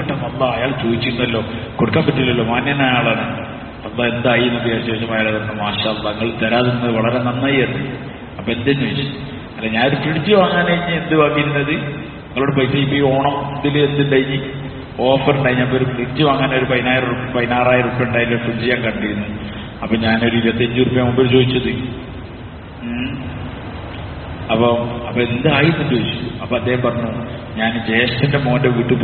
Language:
Malayalam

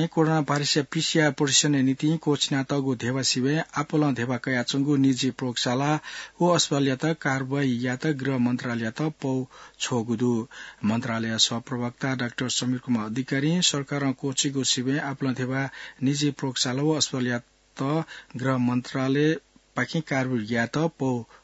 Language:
Newari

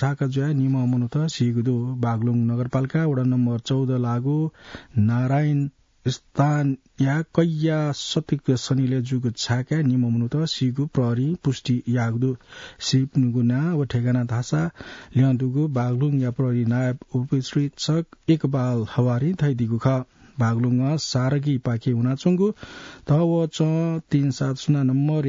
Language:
Newari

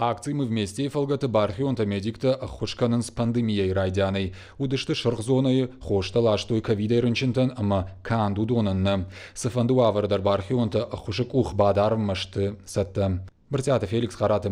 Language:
Ossetic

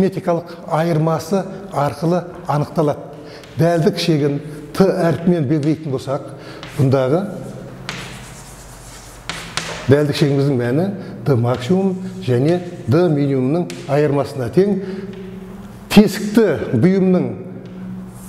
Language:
Kazakh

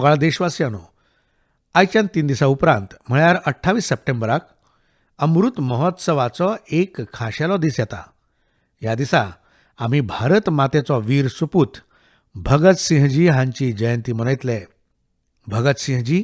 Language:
Konkani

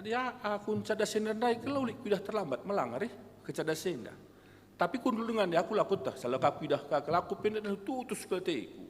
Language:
Batak Karo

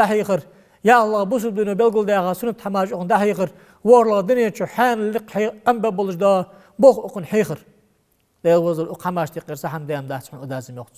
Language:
Ingush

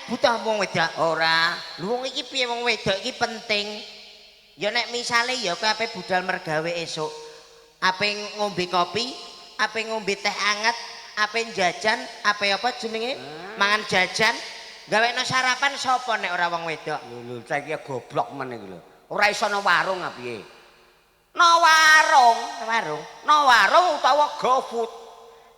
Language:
Javanese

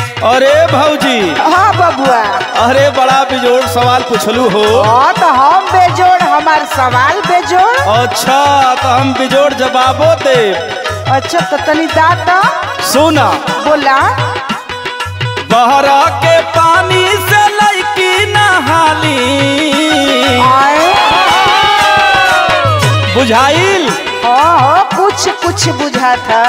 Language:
Bhojpuri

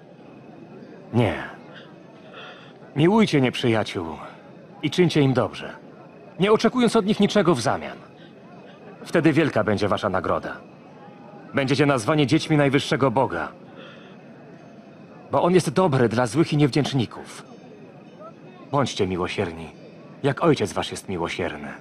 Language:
Polish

